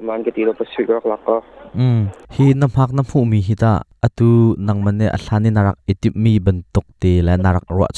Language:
Hakha Chin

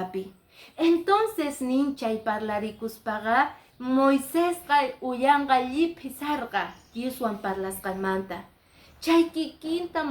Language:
Quechua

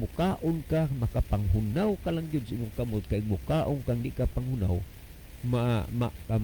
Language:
Cebuano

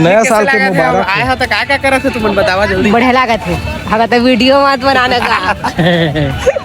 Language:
Chhattisgarhi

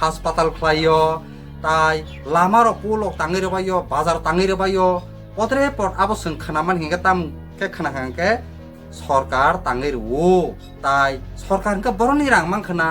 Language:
Kok Borok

